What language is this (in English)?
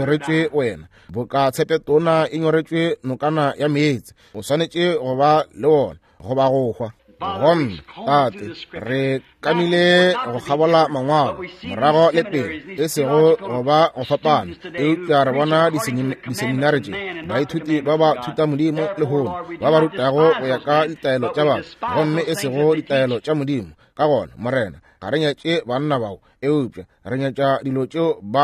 Northern Sotho